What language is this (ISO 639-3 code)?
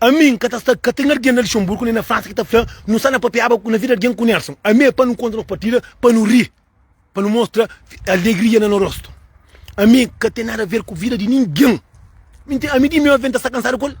kea